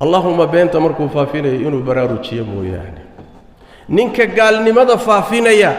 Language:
Somali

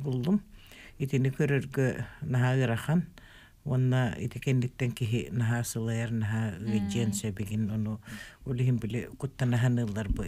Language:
Yakut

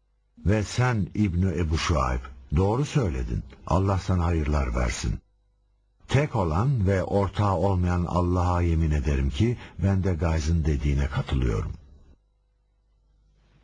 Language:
Turkish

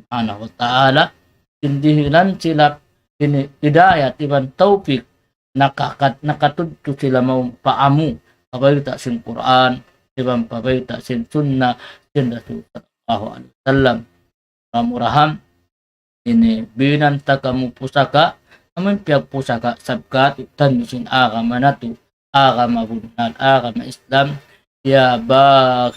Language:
Tausug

